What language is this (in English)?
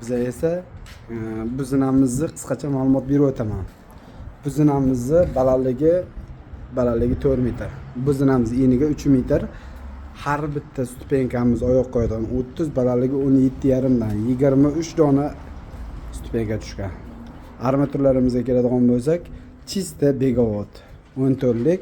Uzbek